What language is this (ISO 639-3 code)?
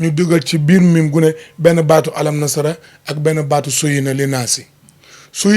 wol